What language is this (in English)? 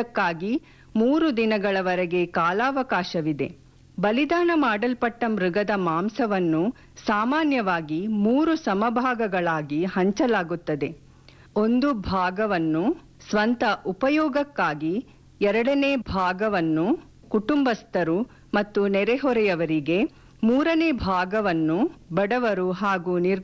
Kannada